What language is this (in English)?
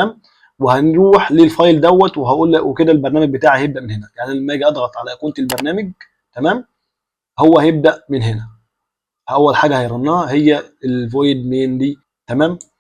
Egyptian Arabic